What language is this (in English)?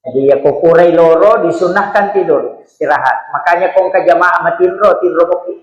Buginese